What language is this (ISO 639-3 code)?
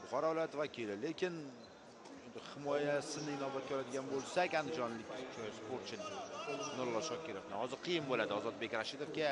uzb